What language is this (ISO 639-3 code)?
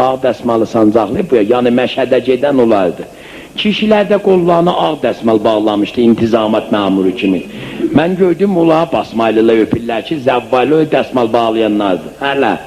azb